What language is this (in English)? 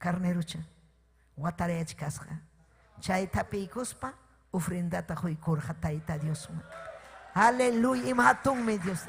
Ayacucho Quechua